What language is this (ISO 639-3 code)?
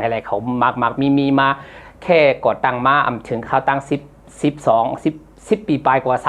shn